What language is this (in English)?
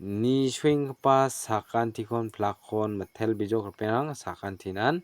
Garo